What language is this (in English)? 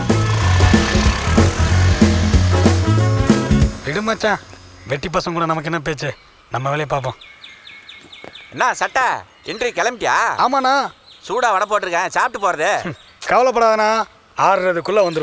Tamil